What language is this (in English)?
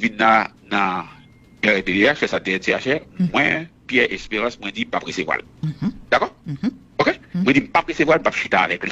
Haitian Creole